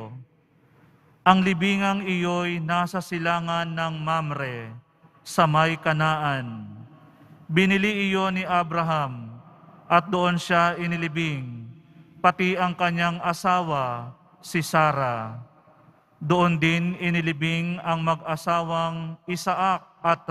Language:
Filipino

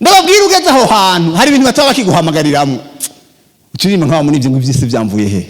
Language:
Rundi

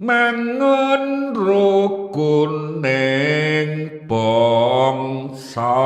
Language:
Javanese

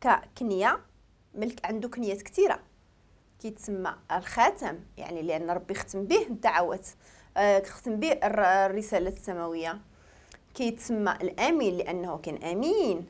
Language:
Moroccan Arabic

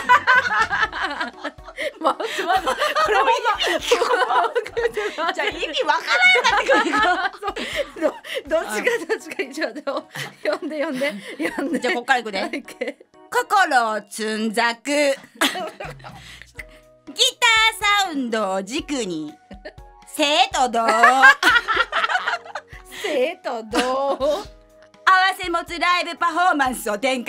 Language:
Japanese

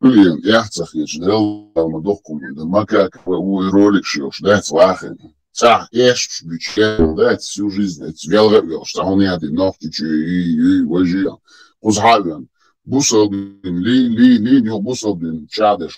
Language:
Chechen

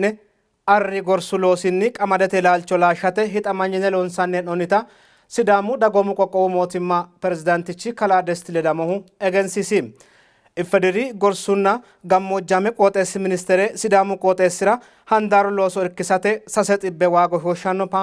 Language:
Sidamo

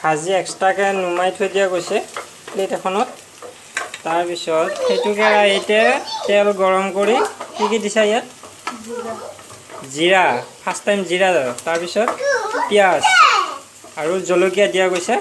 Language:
Assamese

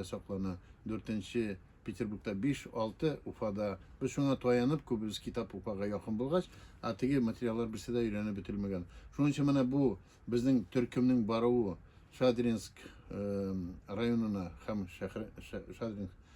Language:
Tatar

